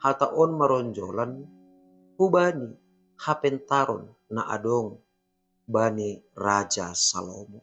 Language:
Batak Simalungun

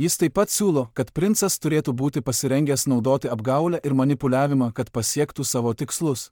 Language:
Lithuanian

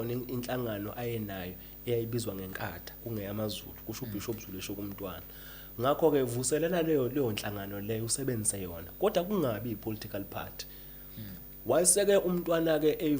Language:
Zulu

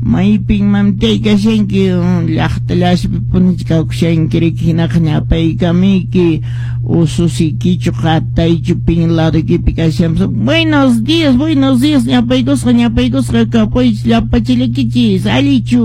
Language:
Quechua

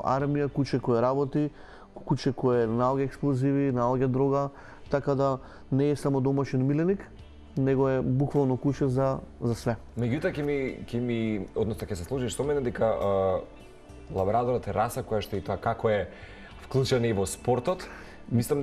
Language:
Macedonian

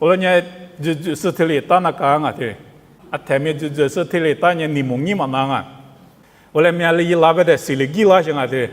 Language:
Lisu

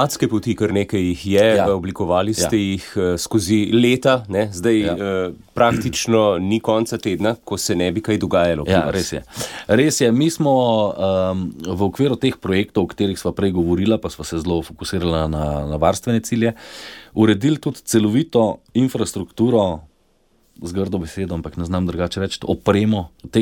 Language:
Slovenian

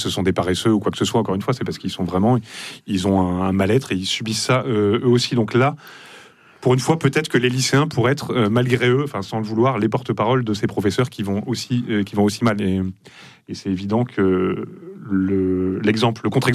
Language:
French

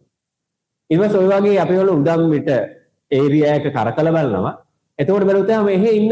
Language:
Sinhala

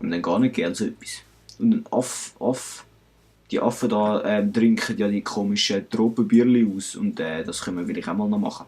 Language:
Swiss German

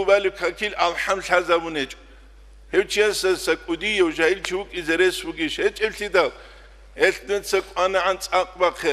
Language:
Avaric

